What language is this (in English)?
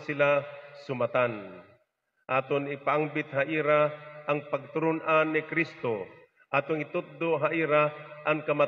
Waray